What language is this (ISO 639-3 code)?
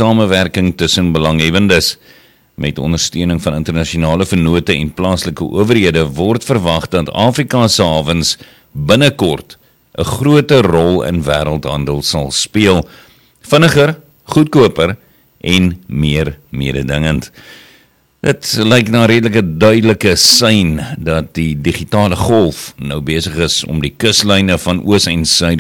afr